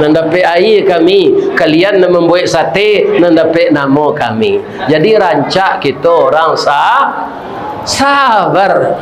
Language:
Minangkabau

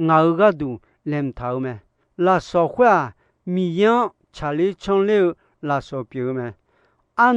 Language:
Akha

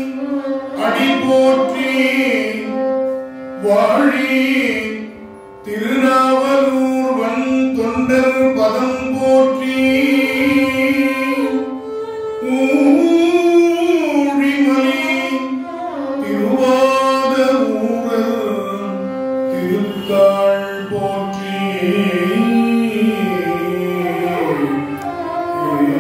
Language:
Tamil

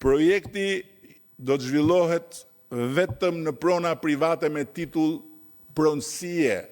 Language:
Albanian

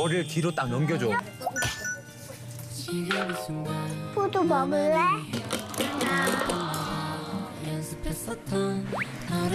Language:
Korean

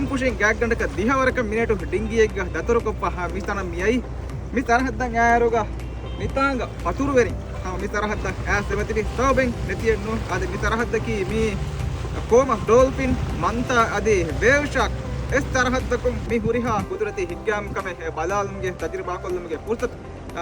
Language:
Divehi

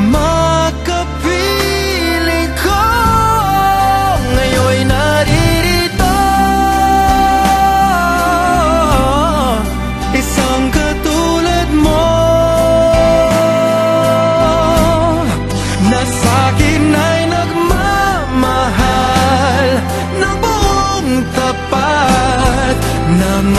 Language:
Filipino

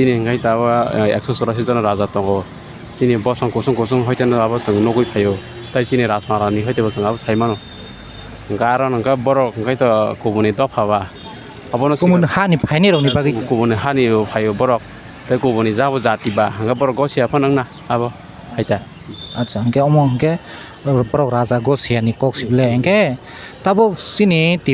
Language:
Kok Borok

